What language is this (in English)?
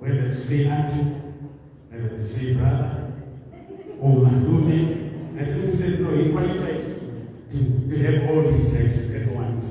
Tswana